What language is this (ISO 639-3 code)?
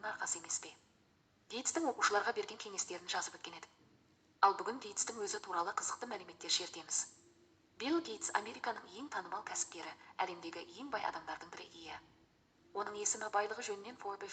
kaz